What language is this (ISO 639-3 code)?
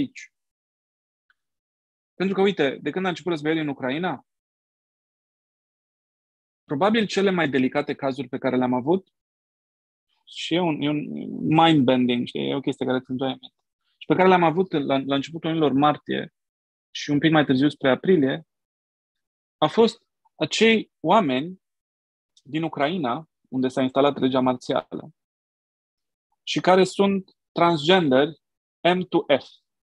ron